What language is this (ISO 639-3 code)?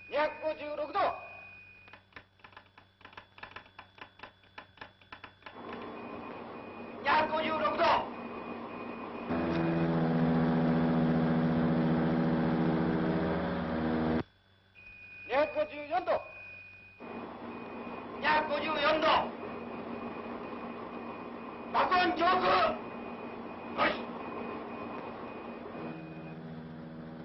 jpn